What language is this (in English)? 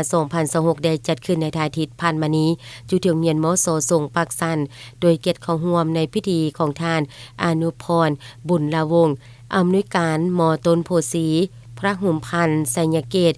Lao